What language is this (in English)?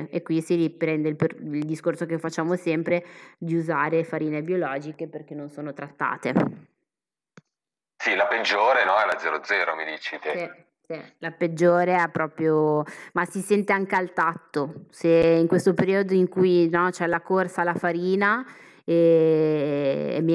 Italian